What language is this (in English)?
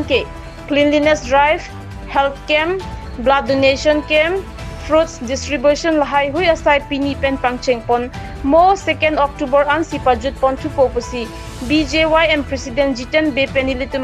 Karbi